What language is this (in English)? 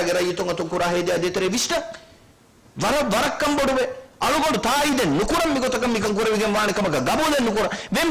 Divehi